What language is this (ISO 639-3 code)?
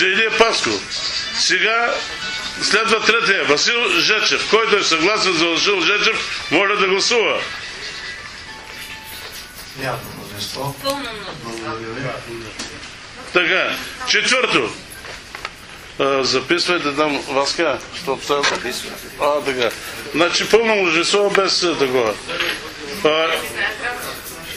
bul